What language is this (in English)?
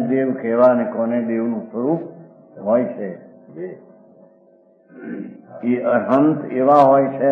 Gujarati